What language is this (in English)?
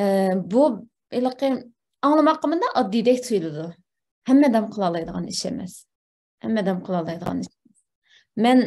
Uyghur